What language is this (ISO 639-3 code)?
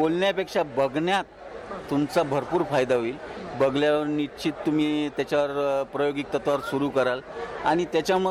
mar